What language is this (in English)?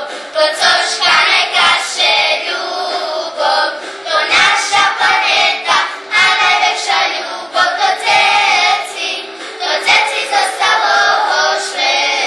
Rusyn